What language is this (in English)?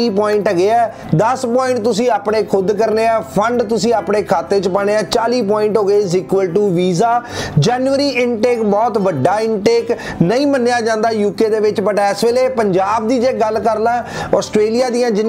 Punjabi